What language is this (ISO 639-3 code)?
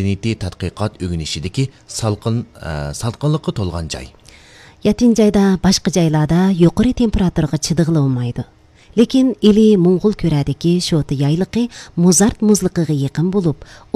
uig